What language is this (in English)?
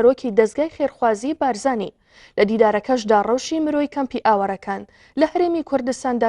Central Kurdish